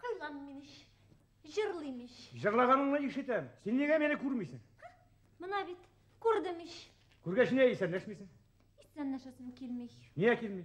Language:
Bashkir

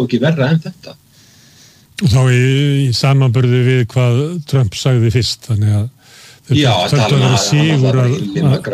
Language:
Icelandic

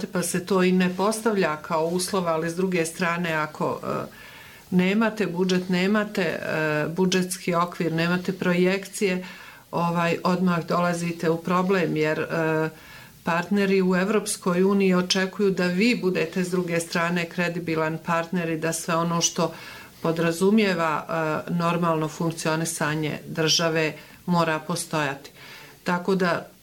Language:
Bosnian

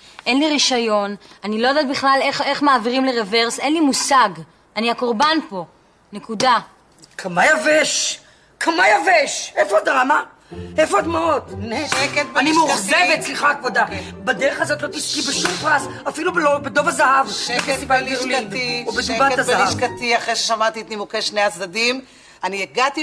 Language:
Hebrew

